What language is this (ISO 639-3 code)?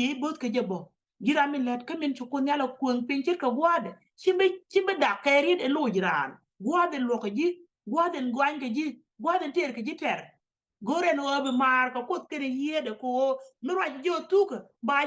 nus